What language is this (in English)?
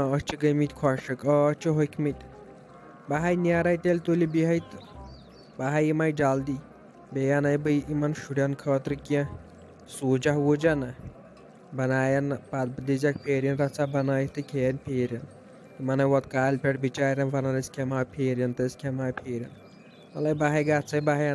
Kashmiri